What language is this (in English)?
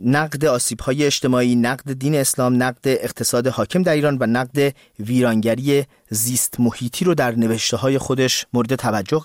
Persian